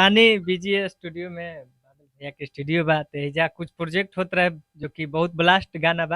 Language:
Bhojpuri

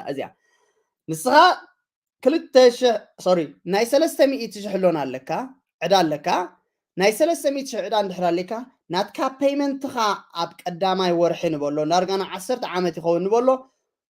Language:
Tigrinya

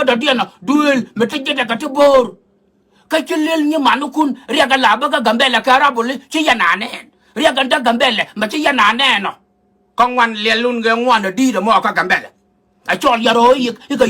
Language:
Nuer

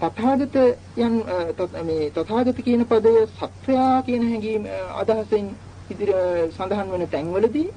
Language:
Sinhala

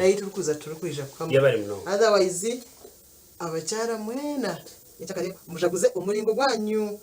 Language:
Nyankole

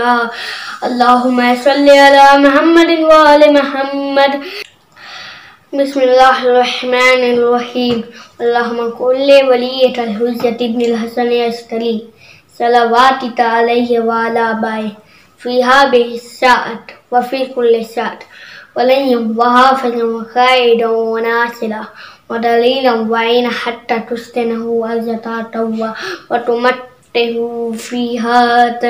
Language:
Urdu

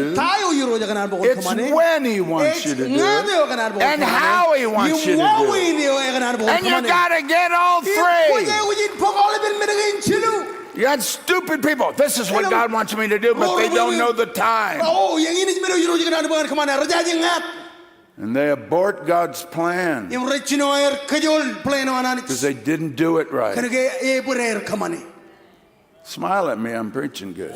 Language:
Marshallese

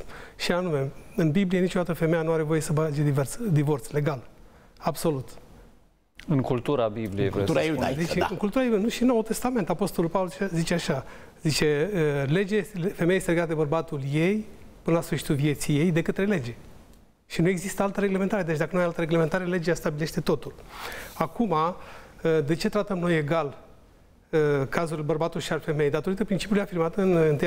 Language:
Romanian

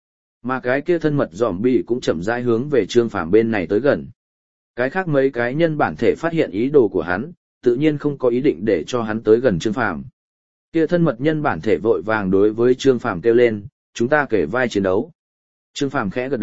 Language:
Vietnamese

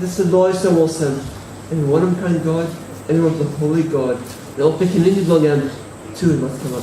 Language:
Tok Pisin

